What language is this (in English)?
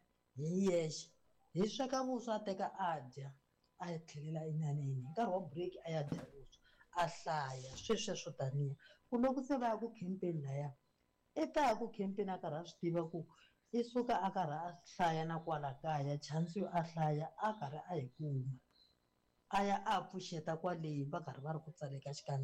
Tsonga